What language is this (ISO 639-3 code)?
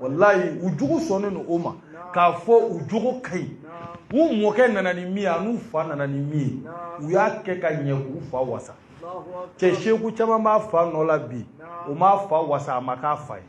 bam